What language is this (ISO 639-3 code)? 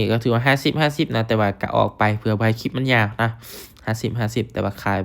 lao